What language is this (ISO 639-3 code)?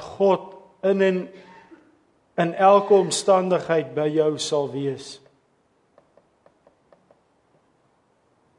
afr